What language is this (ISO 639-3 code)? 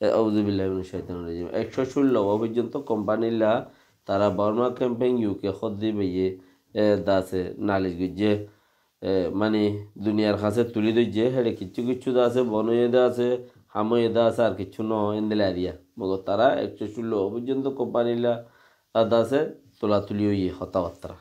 rhg